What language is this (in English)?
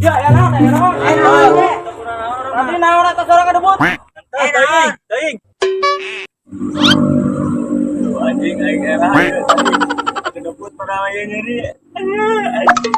Sundanese